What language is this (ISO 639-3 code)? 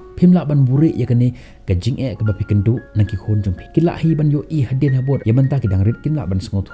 kha